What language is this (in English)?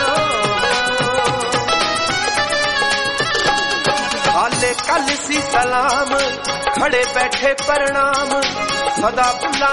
Punjabi